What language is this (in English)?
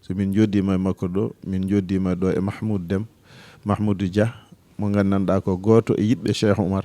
Fula